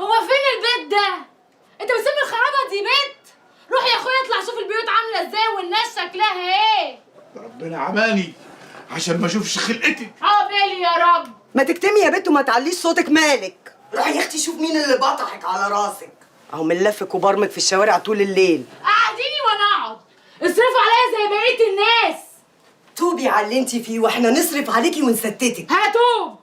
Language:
Egyptian Arabic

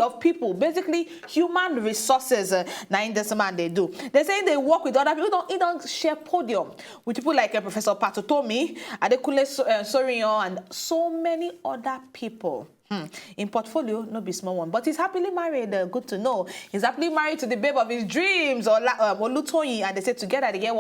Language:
Nigerian Pidgin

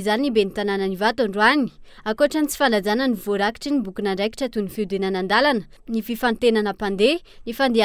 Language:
Malagasy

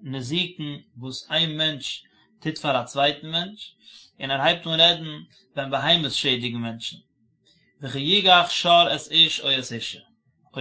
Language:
Yiddish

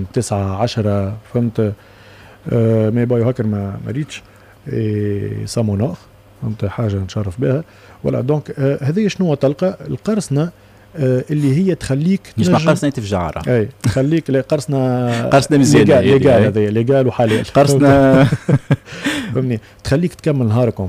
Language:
Tunisian Arabic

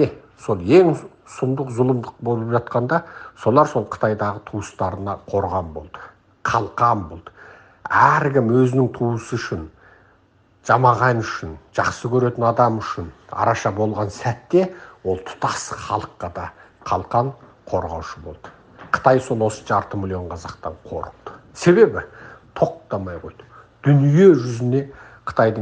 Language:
Kazakh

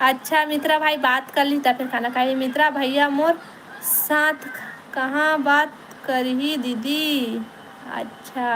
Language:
Chhattisgarhi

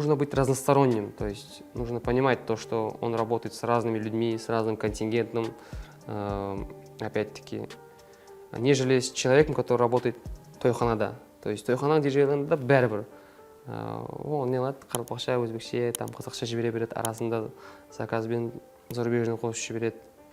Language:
Kara-Kalpak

